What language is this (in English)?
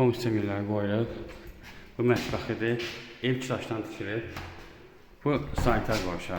Azerbaijani